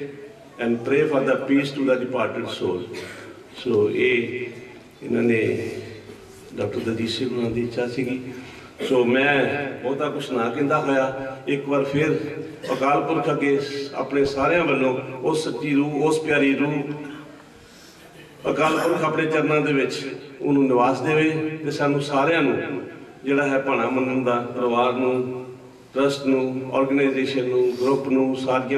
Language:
Punjabi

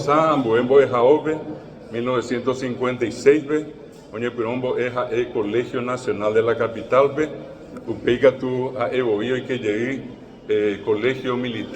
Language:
Guarani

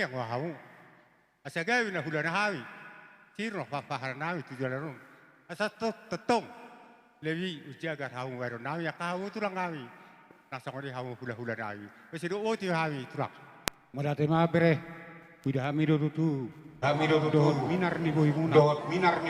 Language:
Batak Toba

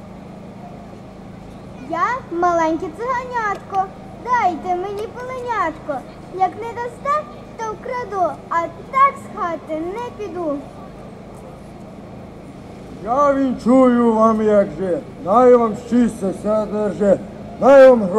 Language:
Ukrainian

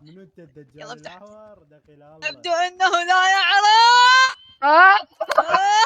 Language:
Mesopotamian Arabic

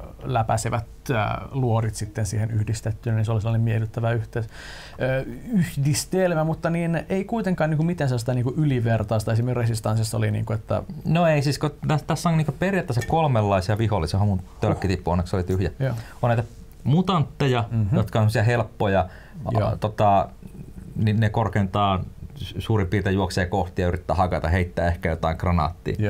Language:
Finnish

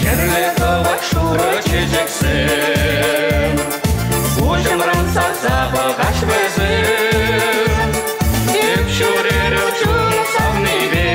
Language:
Chuvash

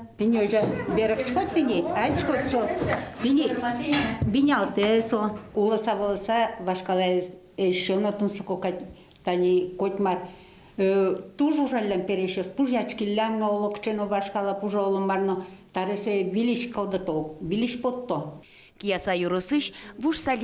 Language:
Udmurt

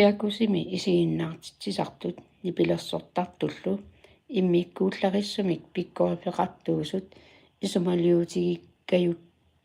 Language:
Kalaallisut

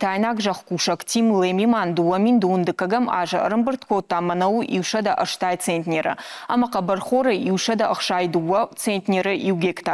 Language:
Ossetic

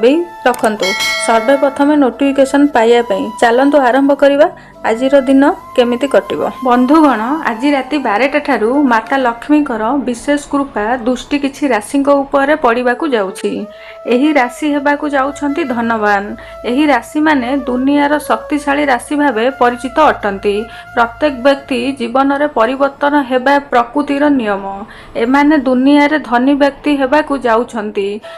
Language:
Odia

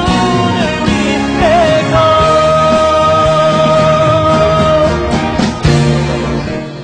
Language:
Korean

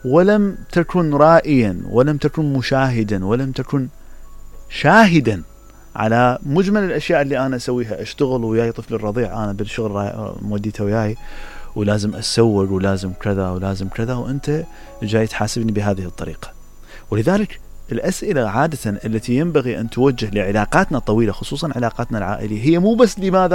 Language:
Mesopotamian Arabic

